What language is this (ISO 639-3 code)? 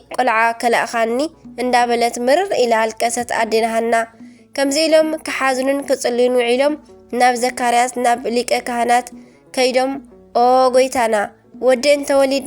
tir